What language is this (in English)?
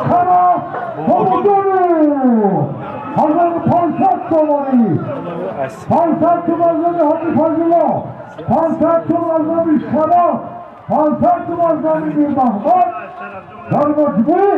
Tajik